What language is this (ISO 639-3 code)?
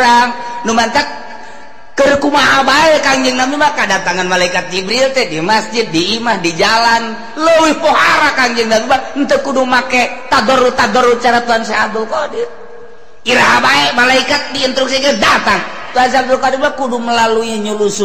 sun